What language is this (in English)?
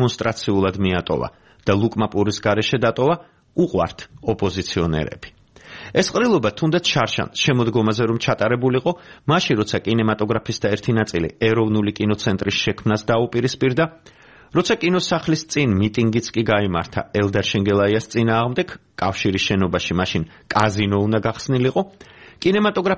Georgian